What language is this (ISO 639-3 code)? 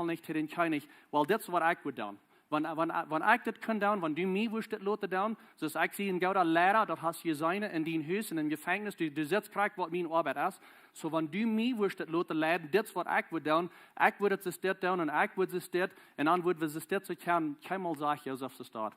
pdt